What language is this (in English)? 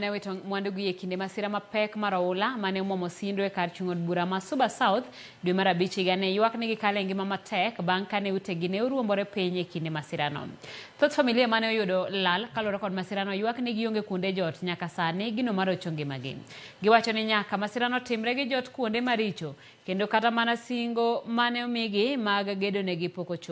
Luo (Kenya and Tanzania)